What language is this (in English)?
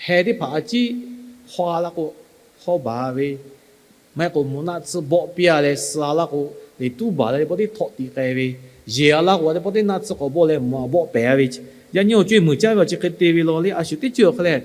Lahu